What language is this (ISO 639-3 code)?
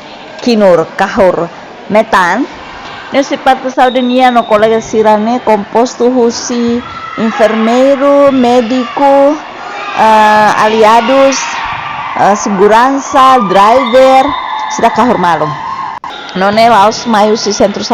tet